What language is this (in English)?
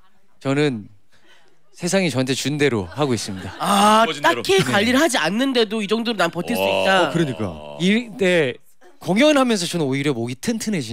Korean